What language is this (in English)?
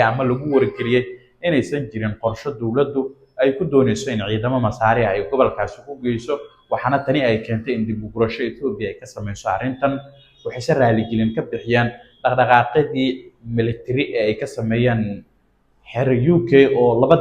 Somali